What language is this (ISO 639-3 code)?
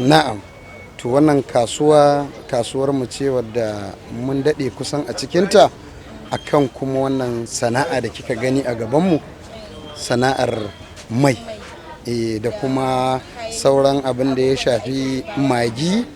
hau